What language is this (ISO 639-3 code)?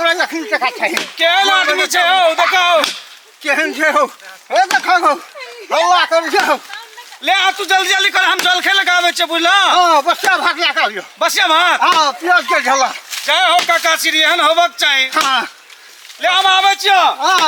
mai